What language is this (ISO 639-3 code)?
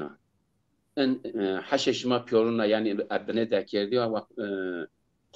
zza